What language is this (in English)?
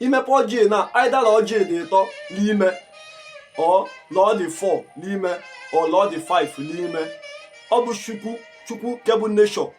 Igbo